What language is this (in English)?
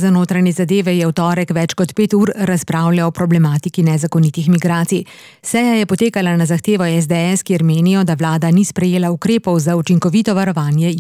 Slovenian